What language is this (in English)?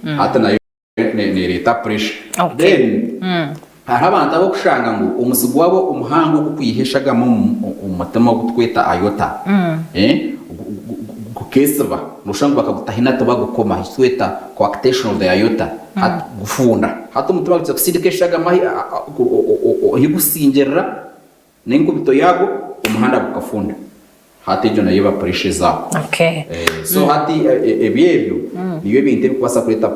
Nyankole